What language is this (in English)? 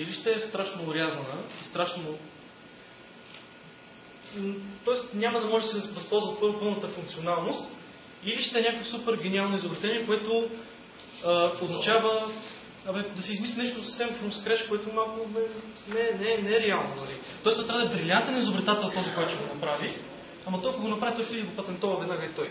Bulgarian